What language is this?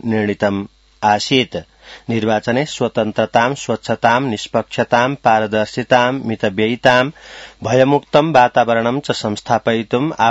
Sanskrit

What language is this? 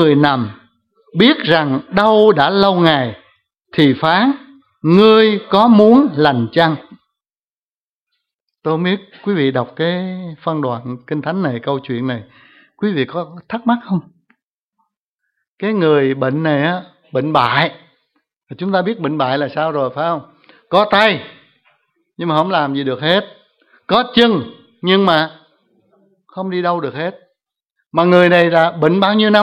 Vietnamese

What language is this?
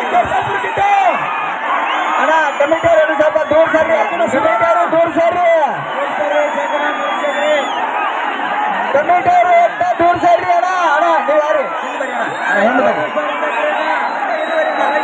Kannada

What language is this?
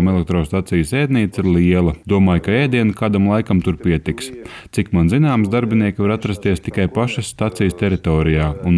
Latvian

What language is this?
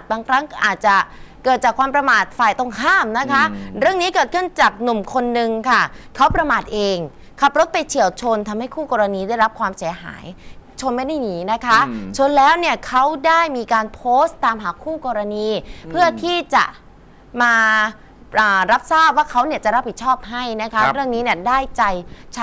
Thai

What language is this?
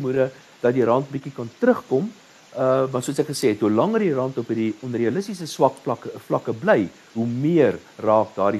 Afrikaans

